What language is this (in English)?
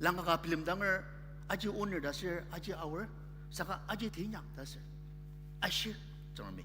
Ao Naga